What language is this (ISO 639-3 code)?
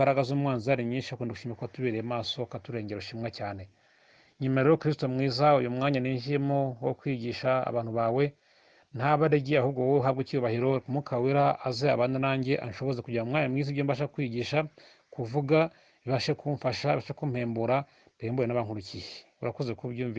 kin